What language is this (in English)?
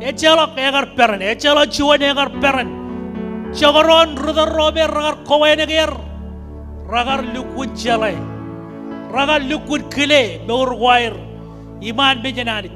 Marshallese